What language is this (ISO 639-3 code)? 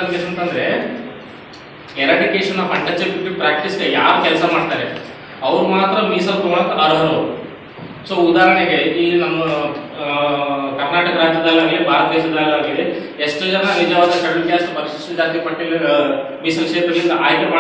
kan